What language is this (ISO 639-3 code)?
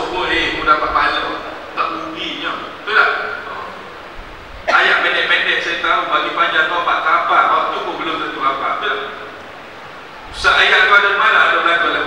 msa